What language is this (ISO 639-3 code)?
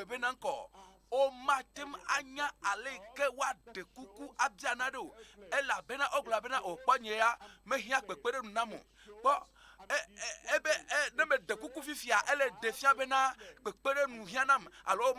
ewe